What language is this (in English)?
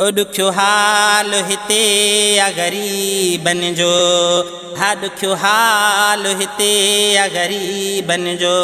Sindhi